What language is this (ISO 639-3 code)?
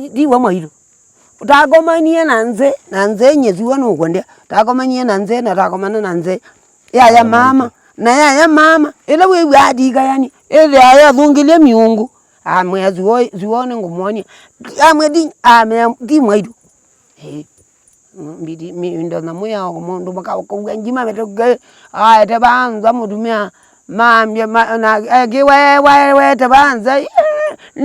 kam